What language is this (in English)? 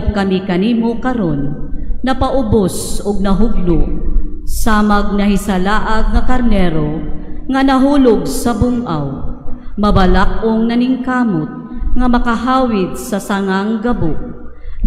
Cebuano